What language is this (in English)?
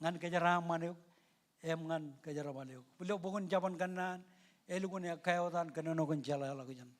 Marshallese